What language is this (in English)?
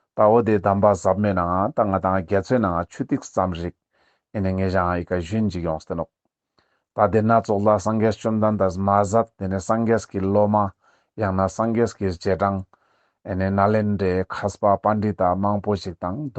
Ladakhi